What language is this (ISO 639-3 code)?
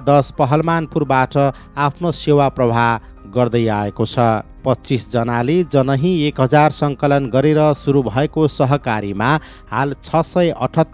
nep